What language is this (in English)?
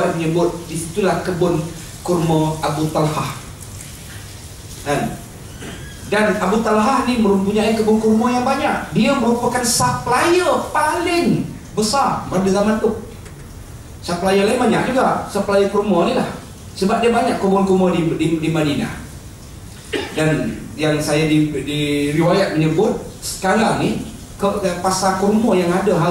Malay